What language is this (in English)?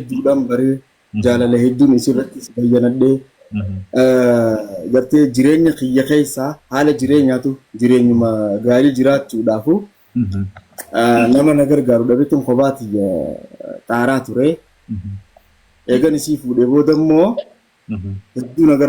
Oromo